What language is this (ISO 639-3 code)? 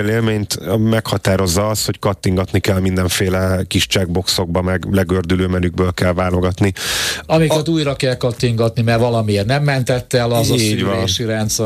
hun